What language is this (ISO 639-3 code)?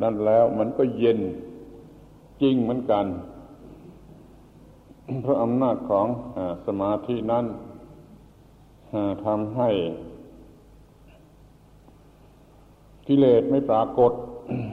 tha